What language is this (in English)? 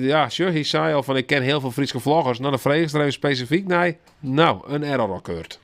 Western Frisian